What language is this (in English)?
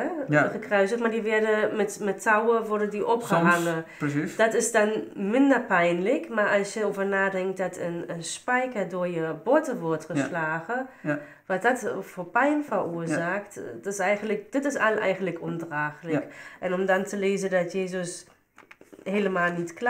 Dutch